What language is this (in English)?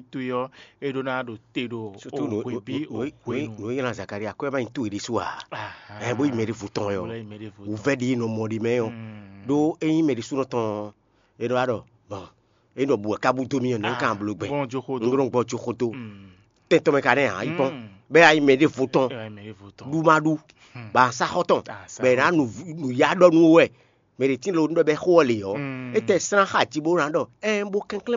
Fon